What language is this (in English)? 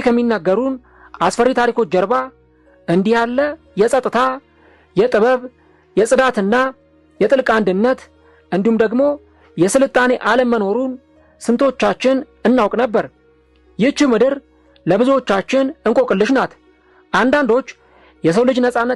Amharic